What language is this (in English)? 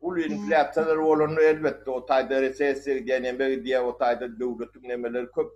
Turkmen